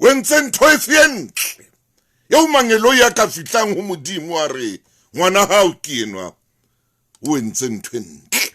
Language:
Southern Sotho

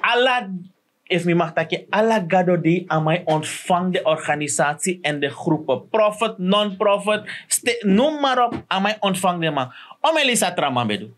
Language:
Sranan Tongo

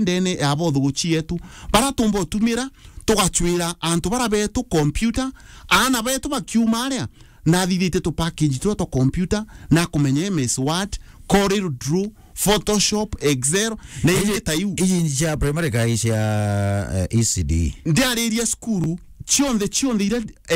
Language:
Meru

